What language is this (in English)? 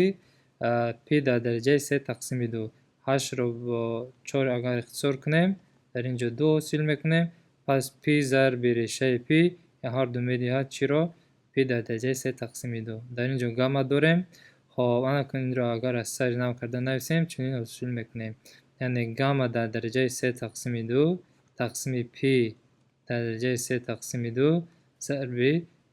Tajik